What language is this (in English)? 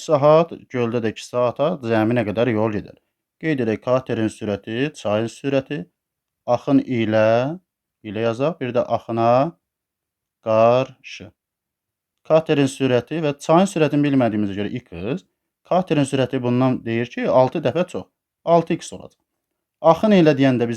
Azerbaijani